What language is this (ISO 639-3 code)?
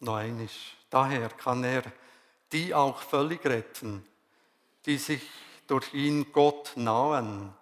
gsw